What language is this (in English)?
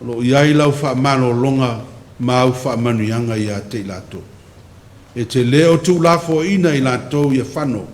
Samoan